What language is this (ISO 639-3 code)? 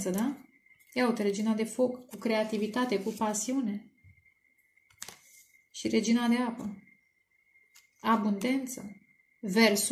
ron